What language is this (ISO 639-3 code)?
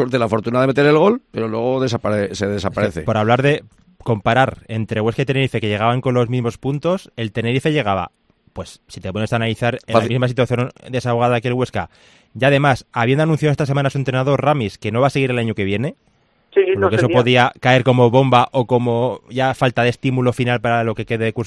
spa